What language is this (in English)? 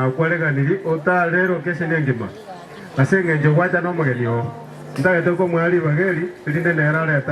Gusii